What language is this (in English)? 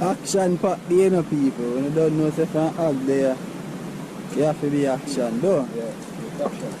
Jamaican Creole English